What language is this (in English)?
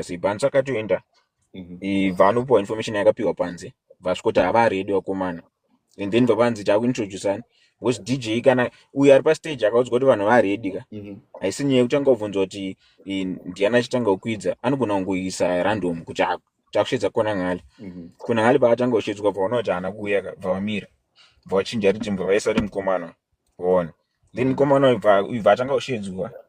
Shona